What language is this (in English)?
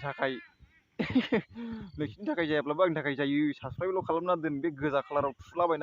Bodo